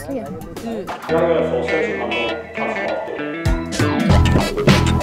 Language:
Norwegian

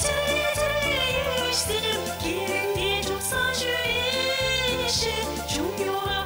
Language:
Chuvash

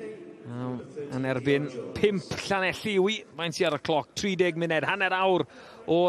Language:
Welsh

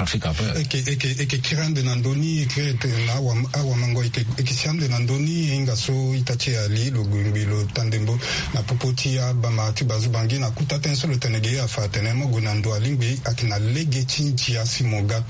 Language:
Sango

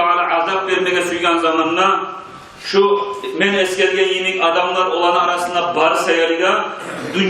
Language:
Kumyk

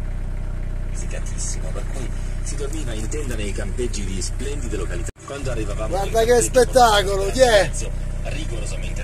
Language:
Italian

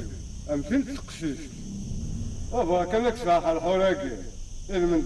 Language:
Kabyle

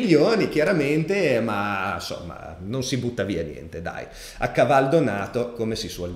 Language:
Italian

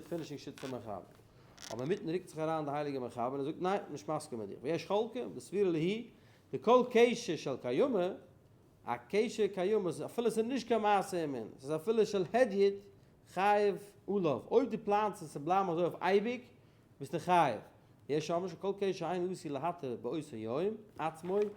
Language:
Yiddish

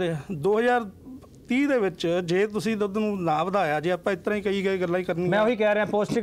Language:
Punjabi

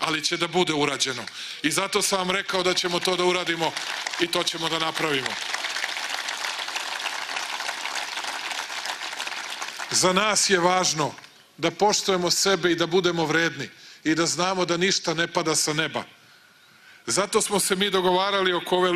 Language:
Serbian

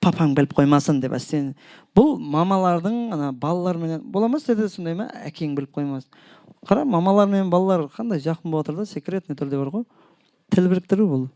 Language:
Kara-Kalpak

